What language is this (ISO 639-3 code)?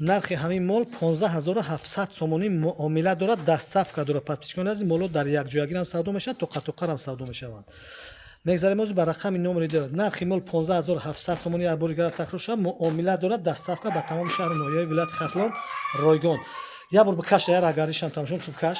tgk